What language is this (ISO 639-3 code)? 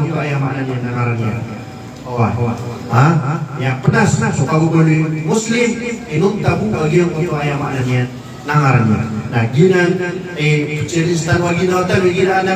mrw